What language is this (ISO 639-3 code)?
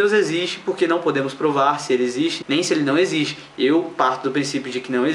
por